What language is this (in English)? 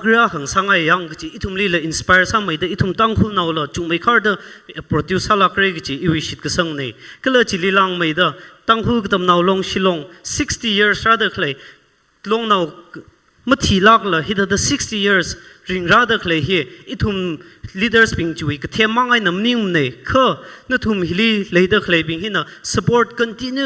Tangkhul Naga (India)